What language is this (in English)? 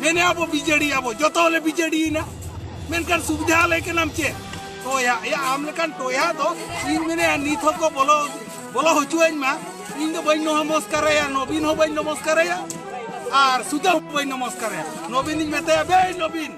Santali